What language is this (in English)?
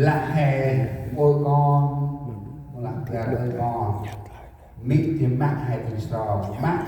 Central Mnong